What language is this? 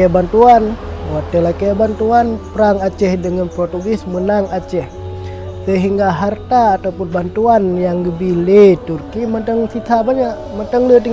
Achinese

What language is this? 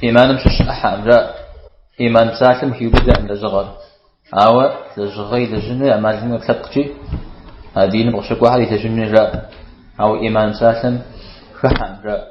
Kabardian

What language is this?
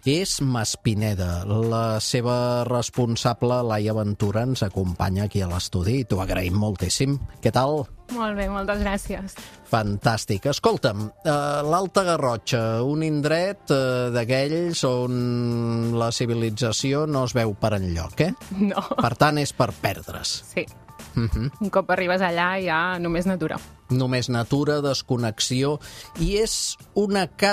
Catalan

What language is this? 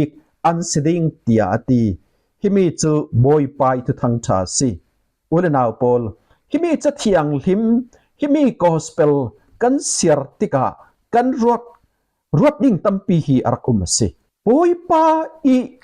Falam Chin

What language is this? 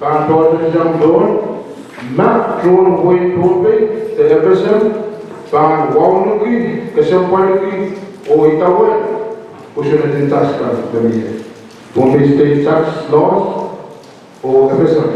Pohnpeian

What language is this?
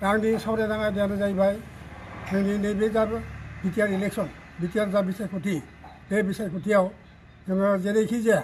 Bodo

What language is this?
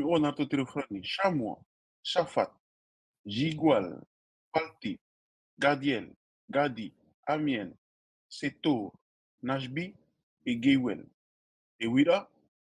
Tahitian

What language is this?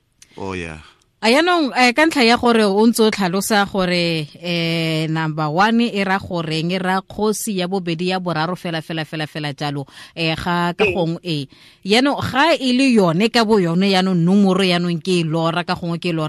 Tswana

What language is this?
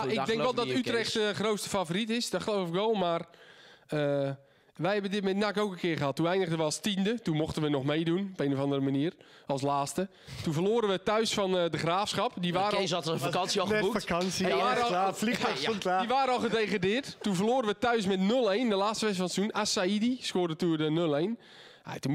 Dutch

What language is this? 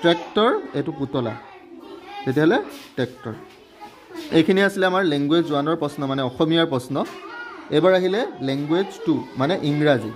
Assamese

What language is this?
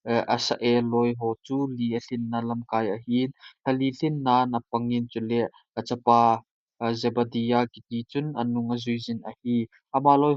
Thado Chin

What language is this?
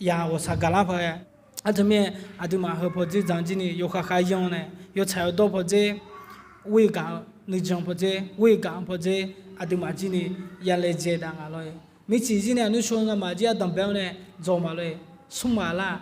Akha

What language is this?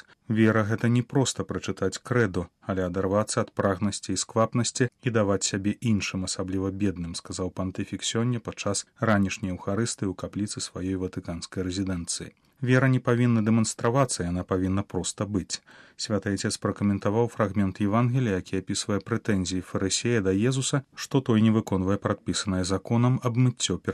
Belarusian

